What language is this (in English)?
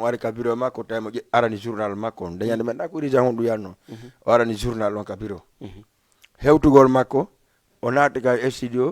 Fula